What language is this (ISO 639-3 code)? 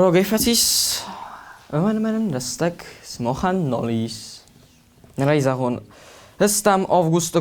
oss